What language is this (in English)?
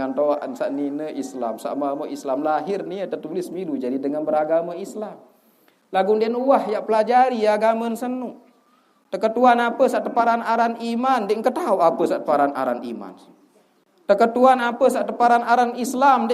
Sasak